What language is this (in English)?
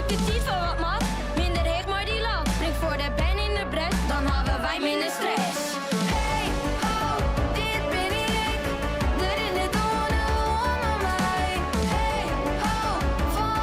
Western Frisian